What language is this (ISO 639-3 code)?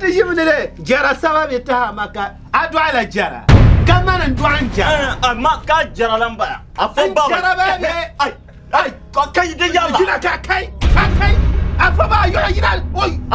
dag